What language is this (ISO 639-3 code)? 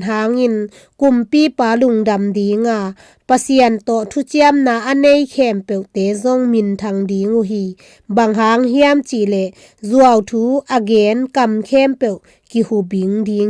ctd